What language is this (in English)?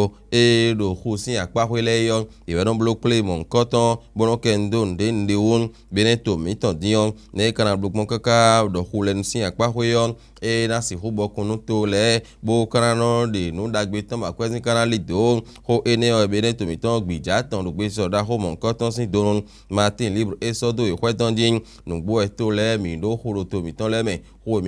Fon